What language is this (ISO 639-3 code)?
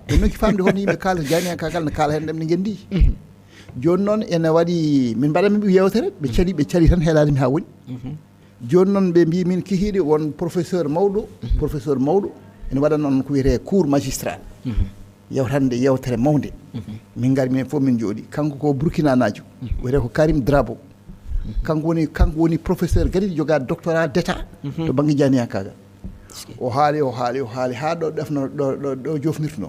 ful